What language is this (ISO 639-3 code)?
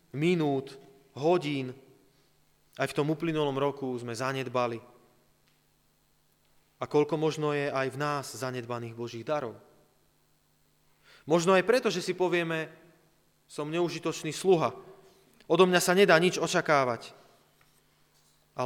slk